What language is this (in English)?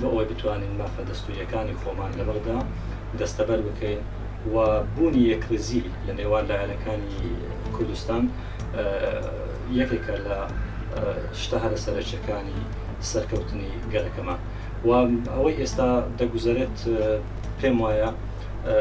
Central Kurdish